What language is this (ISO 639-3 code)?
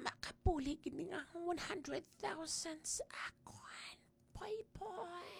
hil